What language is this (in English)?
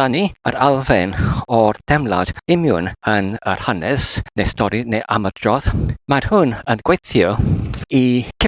Welsh